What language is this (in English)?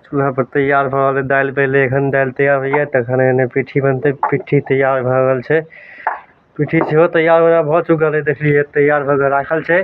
Maithili